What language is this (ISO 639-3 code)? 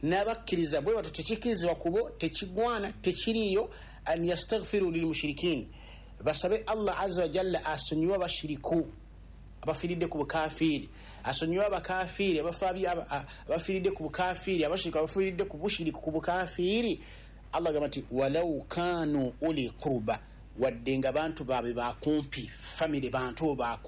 lug